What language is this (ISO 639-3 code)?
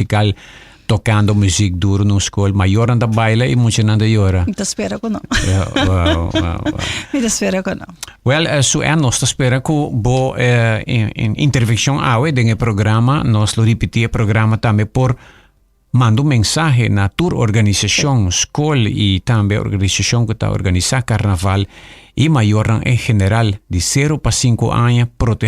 pap